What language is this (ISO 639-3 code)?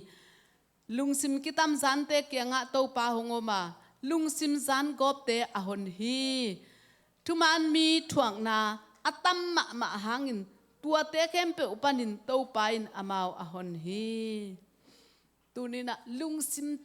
ctd